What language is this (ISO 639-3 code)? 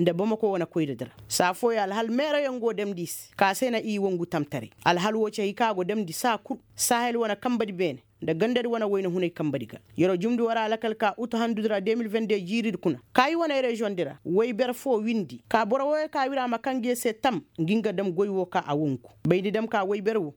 ses